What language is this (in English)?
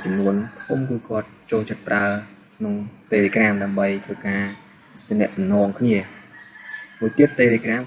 Khmer